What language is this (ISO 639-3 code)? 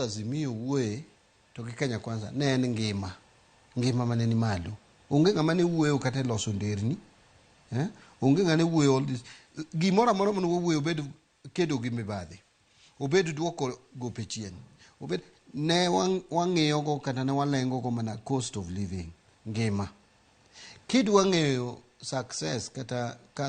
luo